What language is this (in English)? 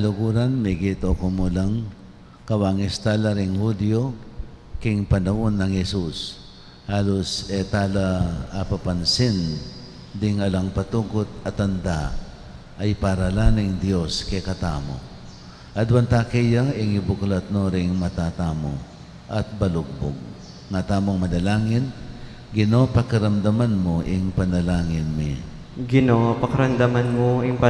Pampanga